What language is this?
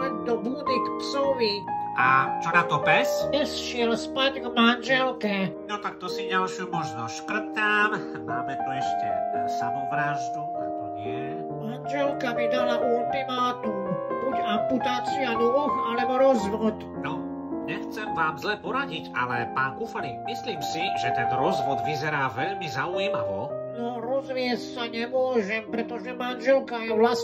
Slovak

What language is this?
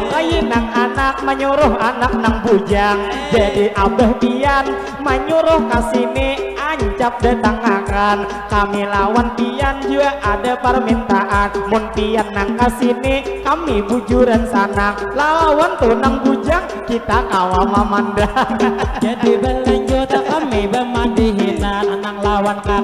Banjar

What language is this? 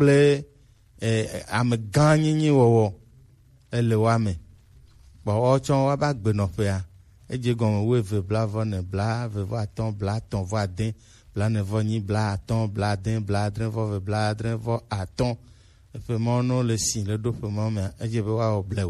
Gen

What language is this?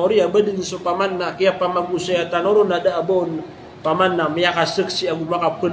Maranao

